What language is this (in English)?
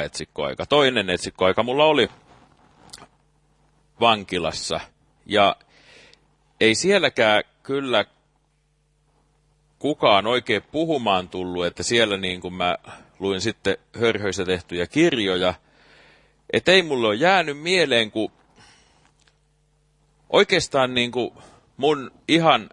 Finnish